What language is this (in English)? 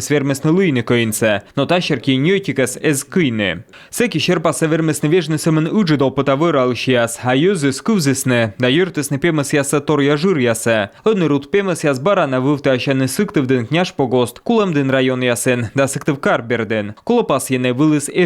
Komi